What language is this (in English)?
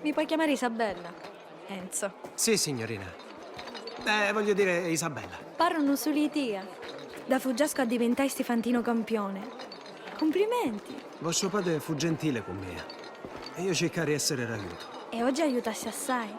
Sicilian